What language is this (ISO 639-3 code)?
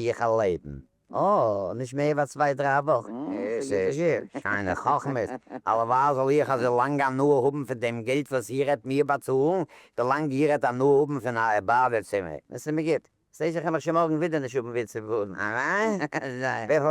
yid